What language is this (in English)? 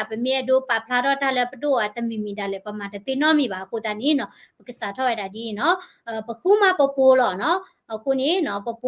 S'gaw Karen